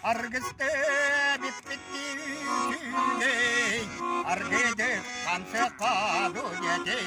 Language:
Yakut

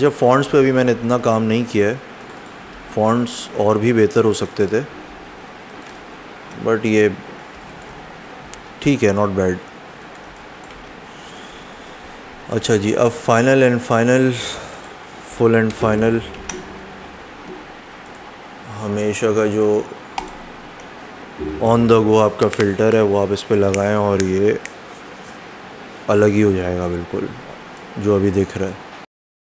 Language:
Hindi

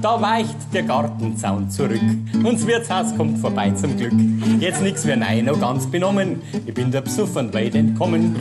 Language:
Bavarian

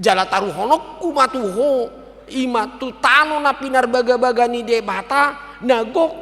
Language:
Batak Toba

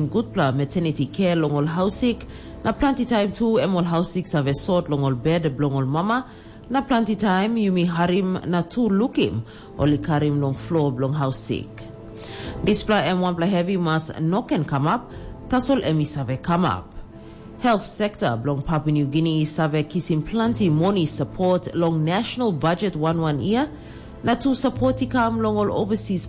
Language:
Tok Pisin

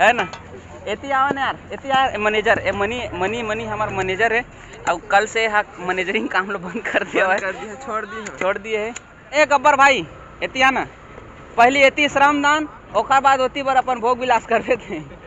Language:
Chhattisgarhi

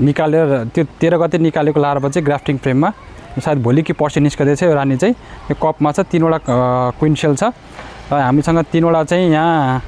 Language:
Nepali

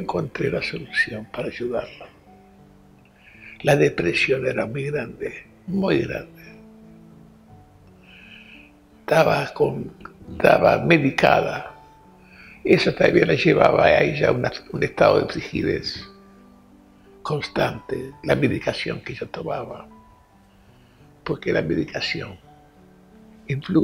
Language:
Spanish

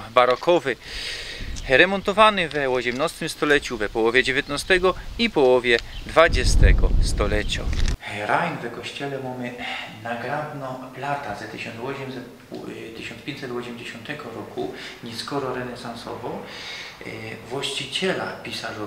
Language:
Silesian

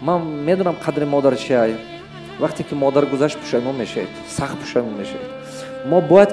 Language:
Tajik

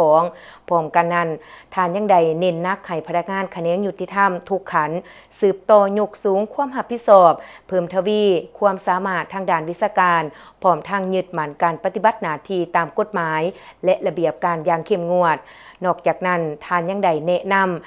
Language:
Lao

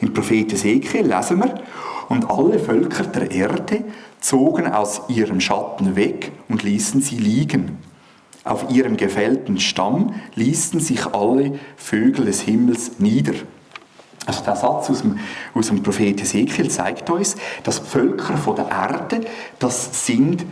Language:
Swiss German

